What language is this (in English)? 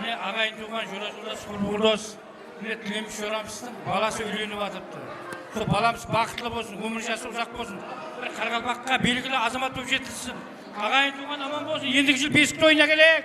Kara-Kalpak